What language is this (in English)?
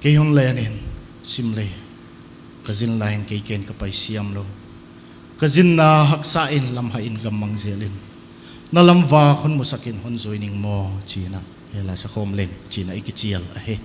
Paite Chin